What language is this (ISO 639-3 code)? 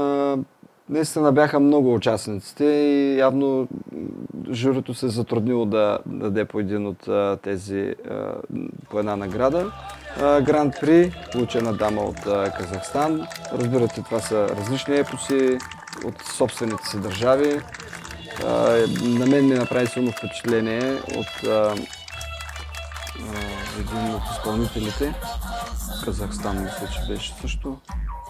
bul